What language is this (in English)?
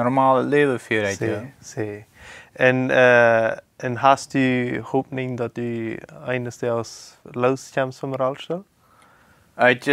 Plautdietsch